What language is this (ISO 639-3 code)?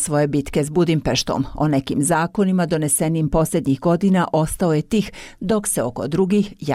hrv